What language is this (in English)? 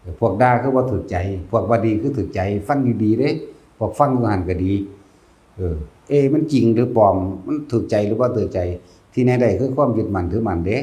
Northeastern Thai